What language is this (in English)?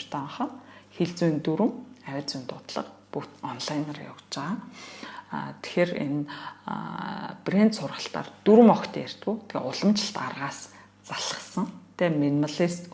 Mongolian